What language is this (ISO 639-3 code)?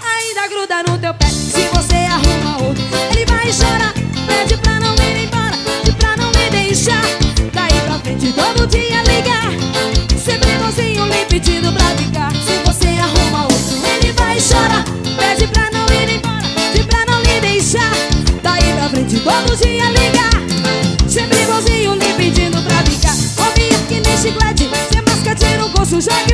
por